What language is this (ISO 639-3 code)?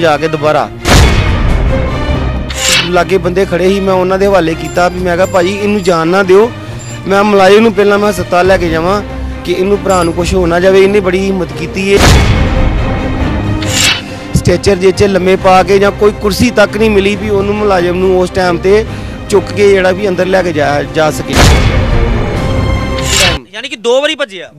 pan